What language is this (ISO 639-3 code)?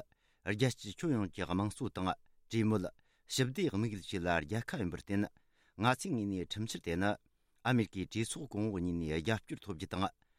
bod